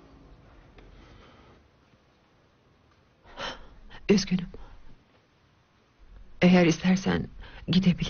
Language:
Turkish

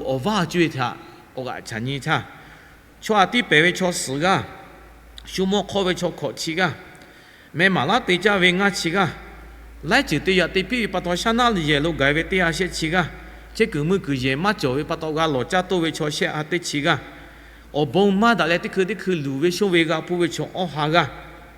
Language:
Lahu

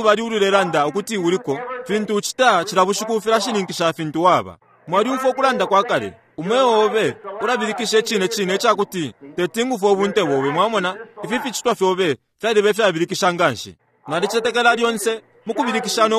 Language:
Bemba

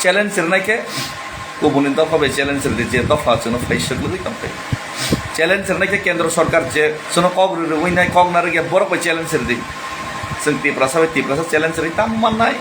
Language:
Kok Borok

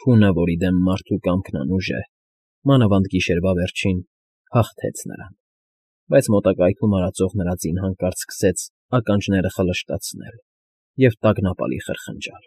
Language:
Armenian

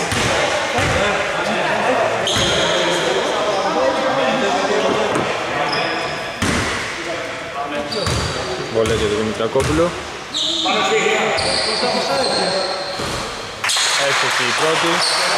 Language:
Greek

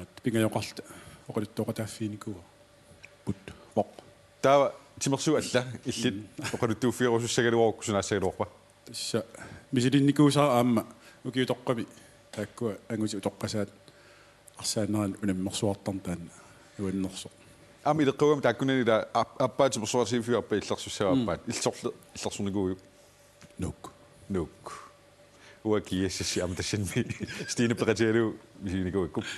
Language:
Kalaallisut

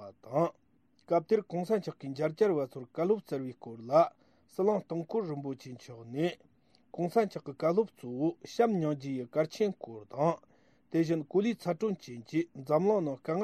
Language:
Tibetan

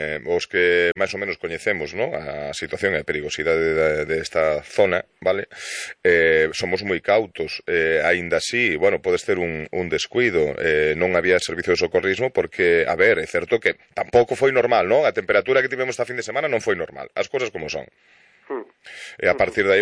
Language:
Galician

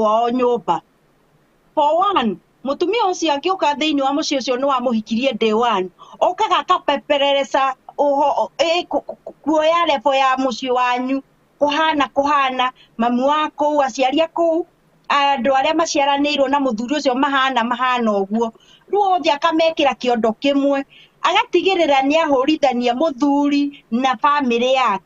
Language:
Kikuyu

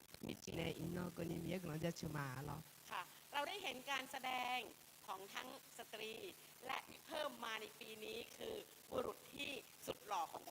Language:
Akha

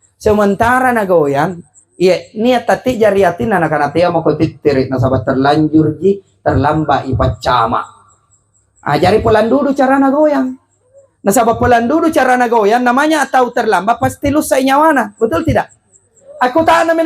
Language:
Makasar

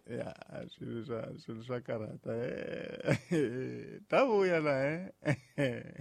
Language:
Tsonga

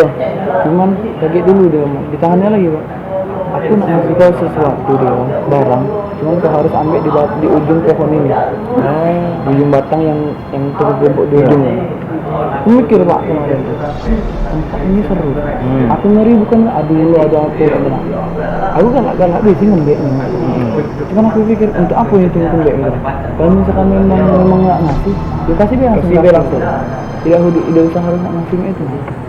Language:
Musi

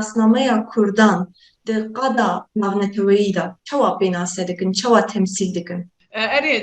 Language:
Kurdish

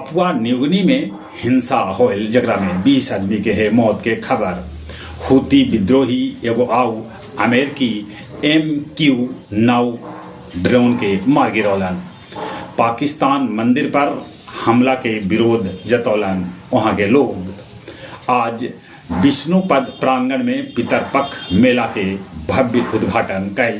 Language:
Magahi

